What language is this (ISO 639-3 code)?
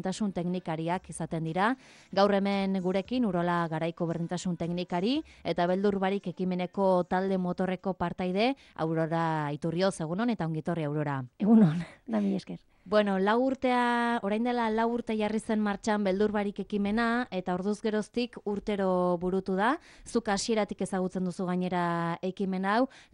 eus